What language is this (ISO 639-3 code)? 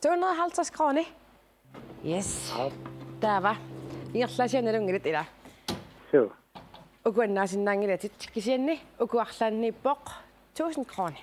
kal